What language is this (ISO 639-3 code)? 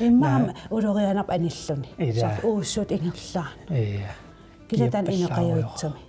kal